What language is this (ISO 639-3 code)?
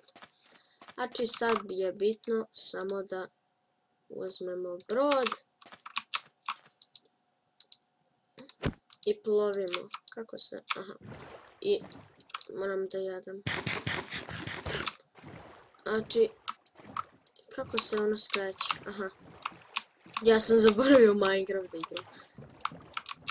srp